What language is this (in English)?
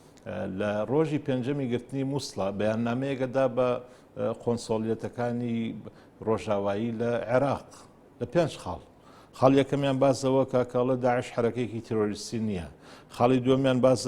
Central Kurdish